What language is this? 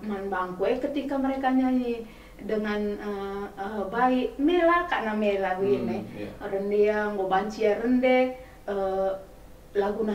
Batak Karo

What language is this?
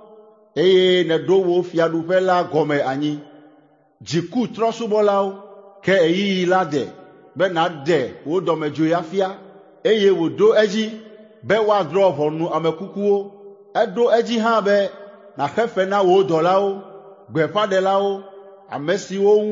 Ewe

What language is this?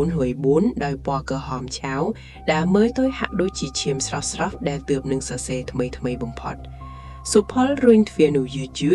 Khmer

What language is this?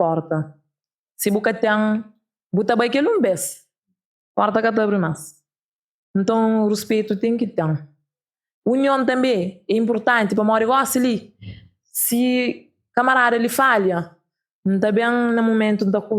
Kabuverdianu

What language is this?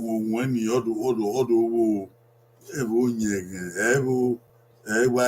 Bini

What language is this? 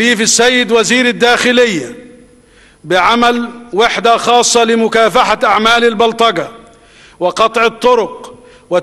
Arabic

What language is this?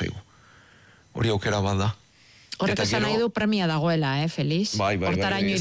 Basque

